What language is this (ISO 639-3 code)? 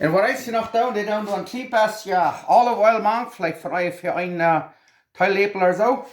pdt